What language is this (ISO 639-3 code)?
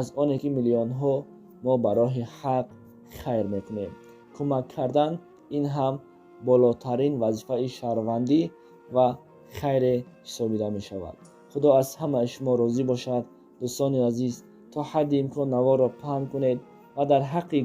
tgk